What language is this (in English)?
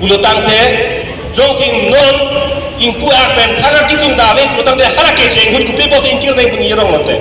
Karbi